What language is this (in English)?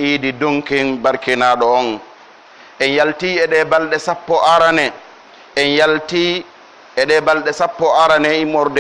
Pular